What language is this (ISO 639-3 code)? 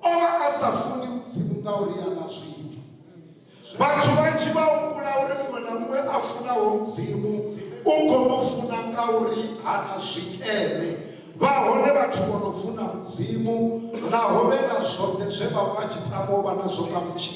ven